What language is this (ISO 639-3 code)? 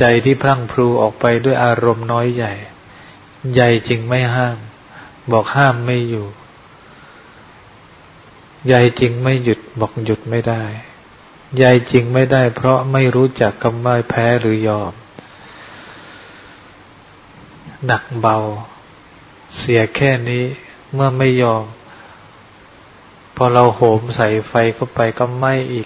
tha